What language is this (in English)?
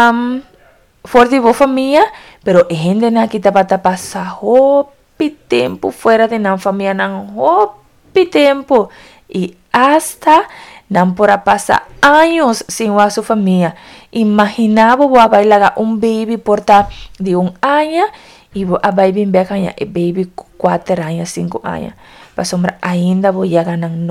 Papiamento